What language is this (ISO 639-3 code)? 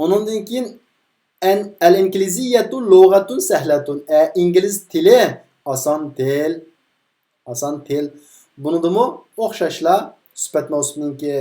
uig